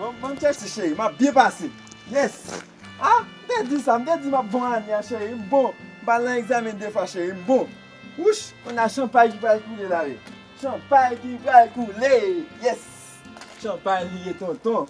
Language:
Haitian Creole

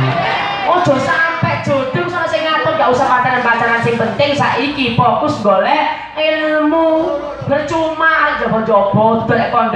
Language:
Javanese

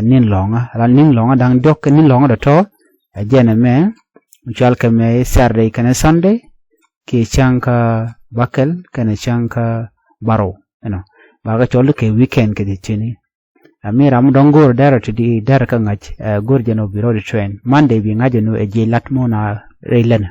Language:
Nuer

